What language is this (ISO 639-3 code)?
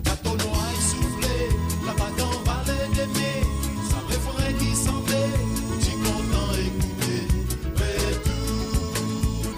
mfe